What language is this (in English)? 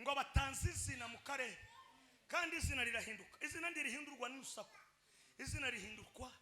Kinyarwanda